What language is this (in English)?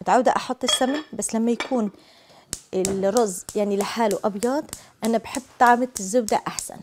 Algerian Arabic